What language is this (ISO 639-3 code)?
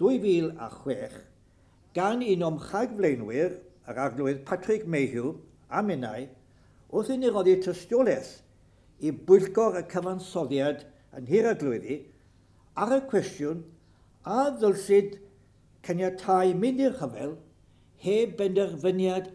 cym